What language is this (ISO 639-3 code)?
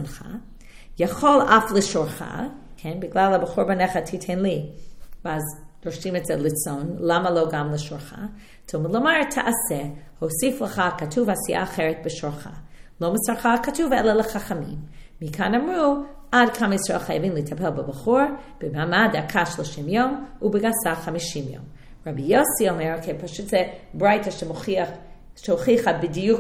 heb